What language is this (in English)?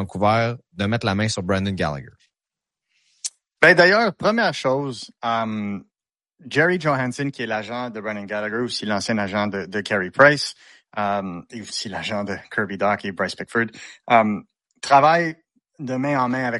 French